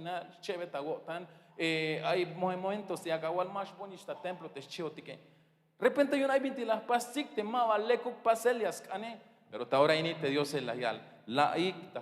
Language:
Tzeltal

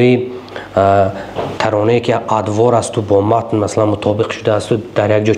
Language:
Tajik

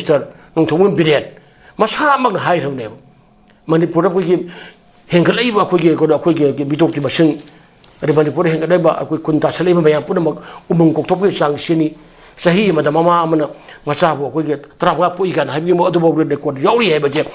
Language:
Manipuri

